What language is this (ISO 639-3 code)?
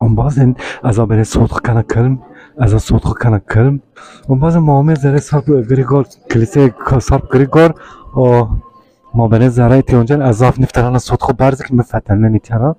zza